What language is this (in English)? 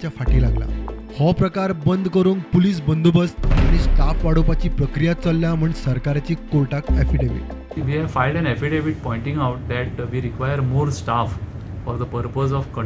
Konkani